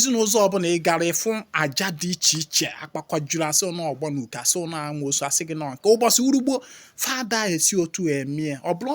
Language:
Igbo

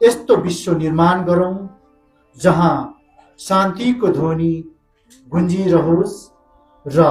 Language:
Nepali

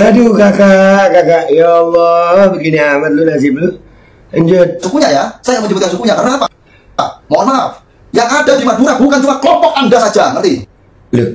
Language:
Betawi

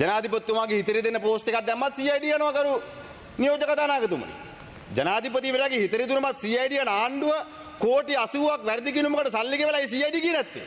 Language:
Sinhala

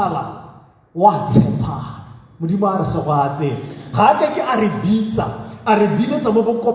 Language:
Tswana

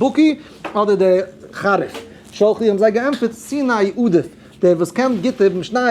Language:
Yiddish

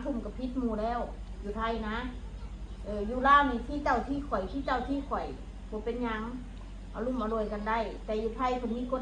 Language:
Northeastern Thai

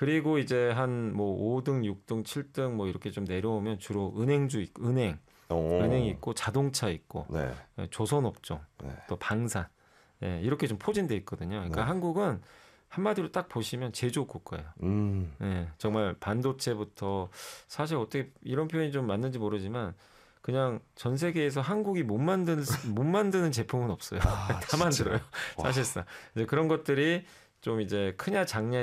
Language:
Korean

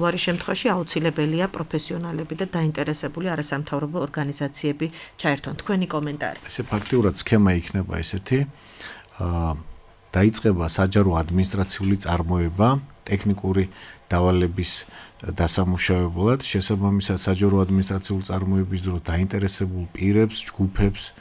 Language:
Georgian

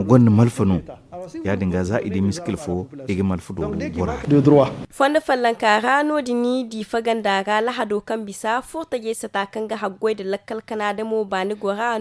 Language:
Zarma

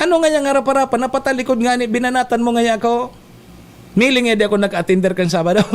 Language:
Bikol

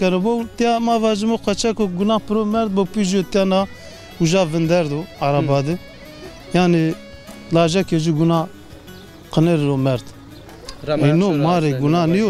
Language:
Zaza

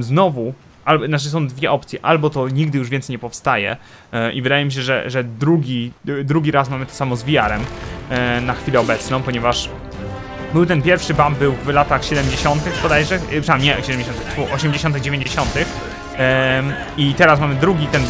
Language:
Polish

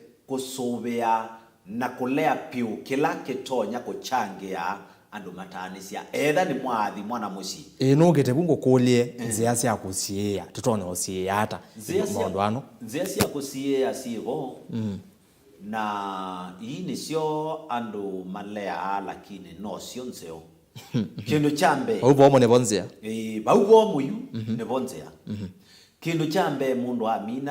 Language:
Kamba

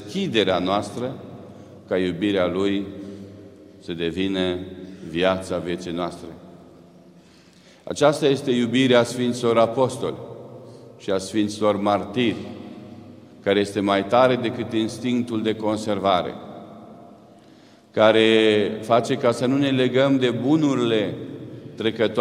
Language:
Romanian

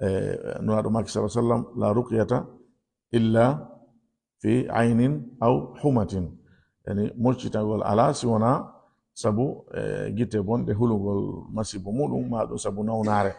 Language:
Fula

